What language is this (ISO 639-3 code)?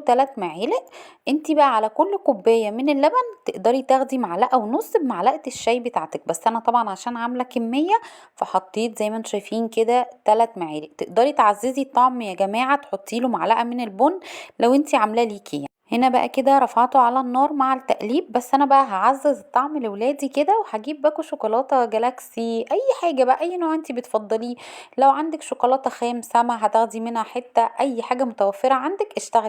arz